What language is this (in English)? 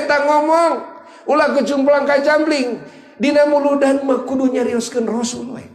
Sundanese